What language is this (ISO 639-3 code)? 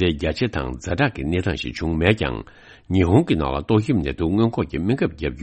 bod